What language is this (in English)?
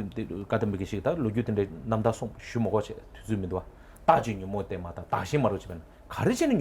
Tibetan